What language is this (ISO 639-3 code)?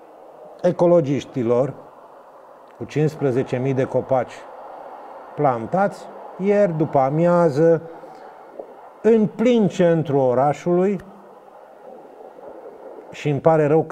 ron